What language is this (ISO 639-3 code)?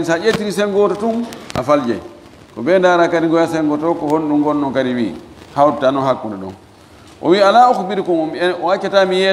ful